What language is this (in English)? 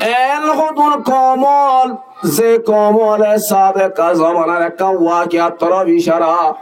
Rohingya